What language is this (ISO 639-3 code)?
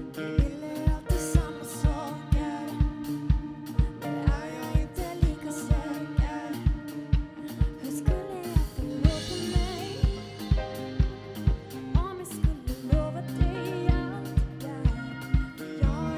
swe